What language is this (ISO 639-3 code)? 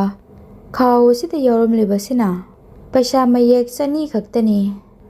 mni